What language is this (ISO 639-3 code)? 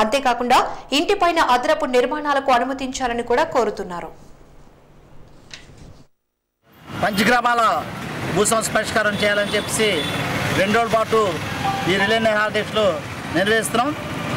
tel